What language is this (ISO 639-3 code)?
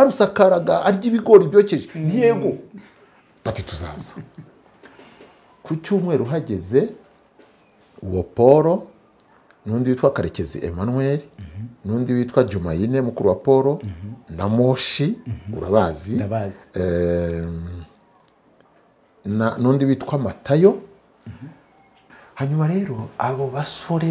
kin